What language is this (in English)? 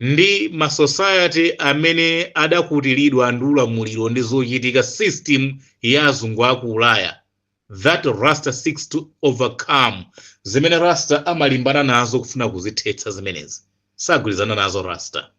Nyanja